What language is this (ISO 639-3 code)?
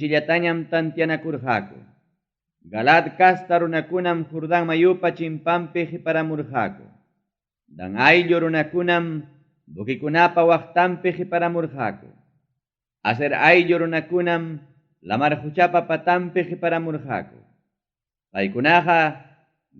quy